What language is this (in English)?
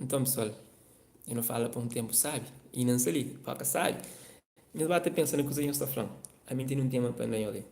Kabuverdianu